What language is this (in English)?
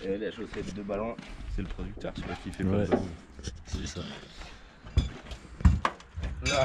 French